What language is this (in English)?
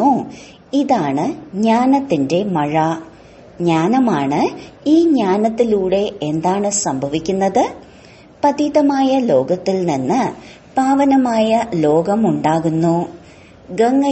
Malayalam